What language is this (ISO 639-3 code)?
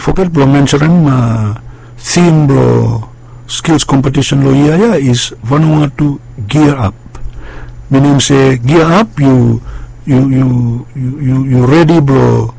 bis